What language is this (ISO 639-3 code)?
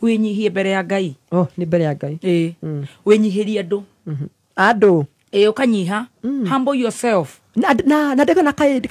kik